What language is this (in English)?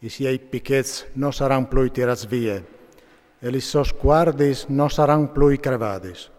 Friulian